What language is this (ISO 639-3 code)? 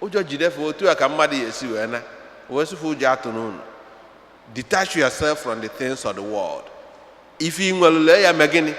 ibo